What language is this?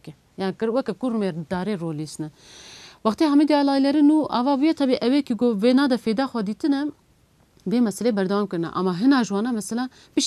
Kurdish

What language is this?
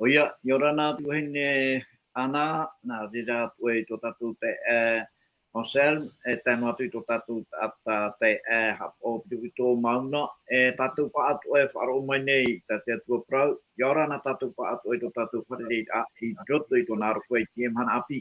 Tahitian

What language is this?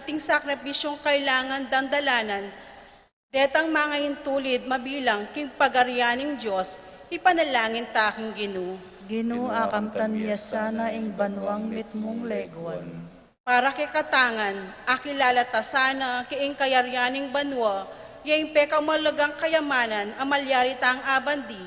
Pampanga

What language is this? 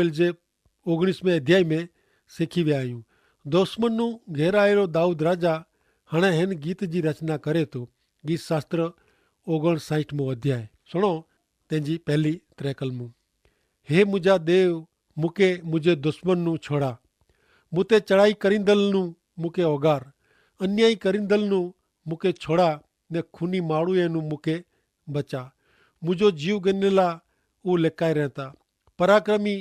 Kachhi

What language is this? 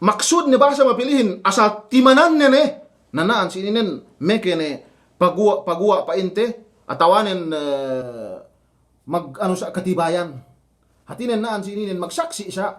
Yakan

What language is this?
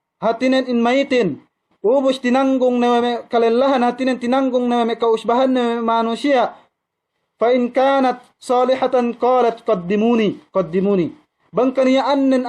Yakan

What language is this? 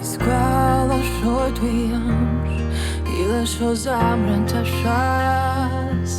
Abkhazian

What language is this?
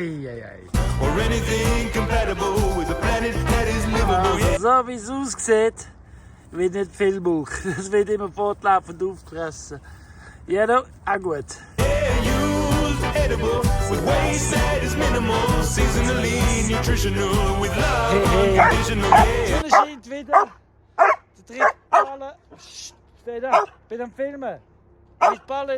Swiss German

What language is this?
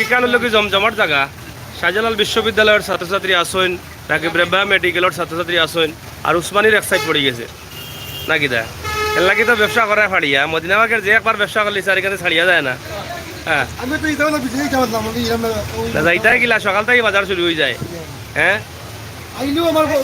Sylheti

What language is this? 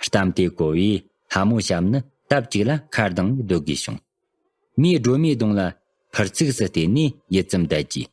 Tibetan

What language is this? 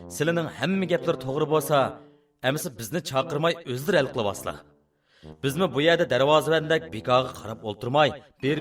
Uyghur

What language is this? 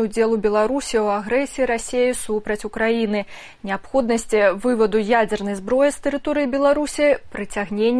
Belarusian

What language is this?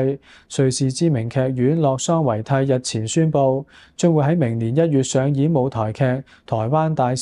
Cantonese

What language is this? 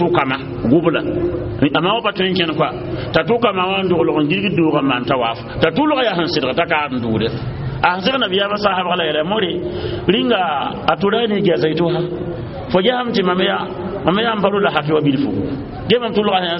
Mossi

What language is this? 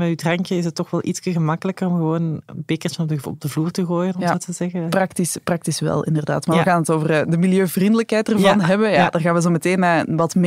Dutch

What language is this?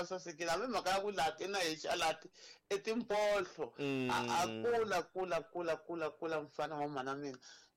Tsonga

